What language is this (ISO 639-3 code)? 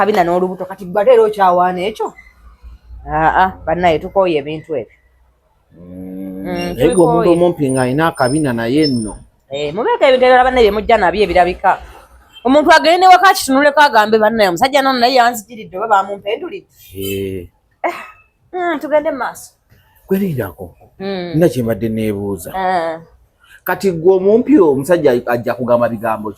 lug